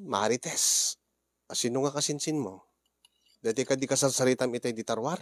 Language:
Iloko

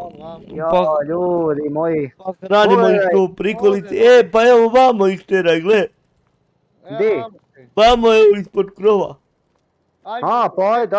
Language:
Croatian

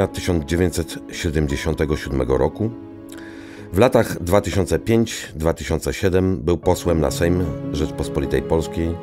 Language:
Polish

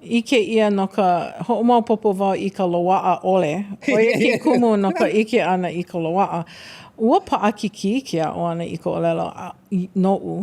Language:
Hawaiian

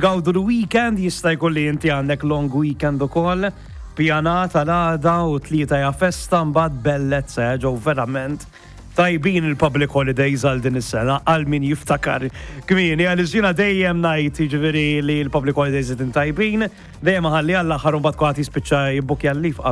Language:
Maltese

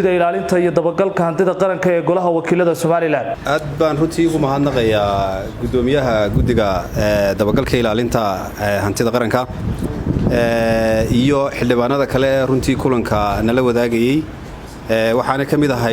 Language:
Somali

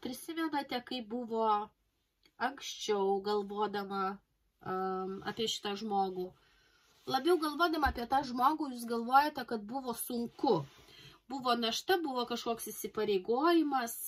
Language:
Lithuanian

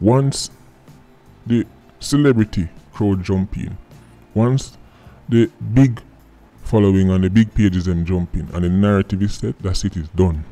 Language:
Jamaican Creole English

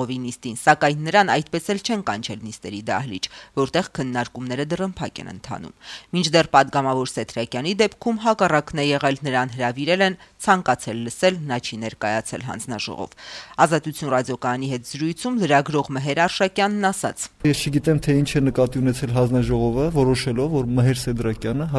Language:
Armenian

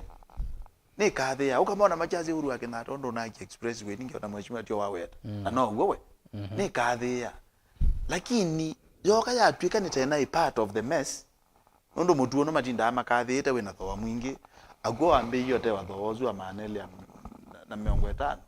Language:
Kamba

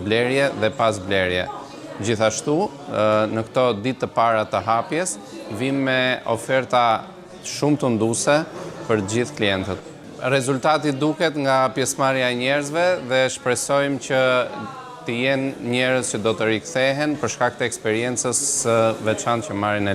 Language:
Albanian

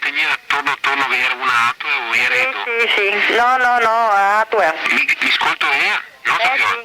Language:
Venetian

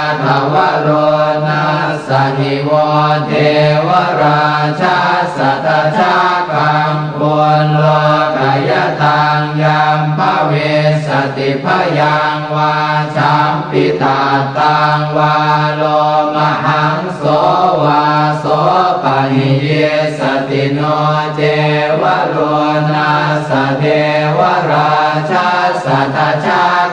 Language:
Pali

